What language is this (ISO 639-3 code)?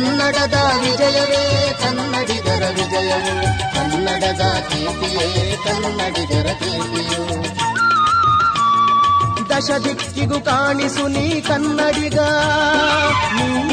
kan